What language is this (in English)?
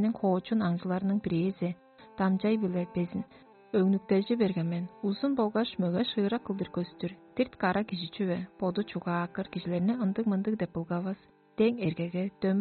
Tuvinian